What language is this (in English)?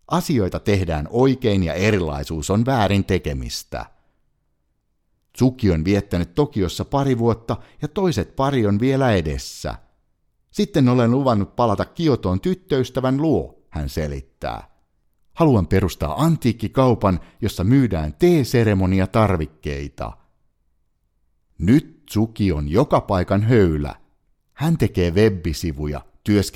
Finnish